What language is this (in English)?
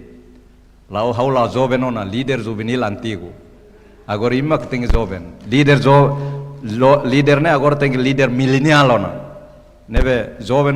Tetum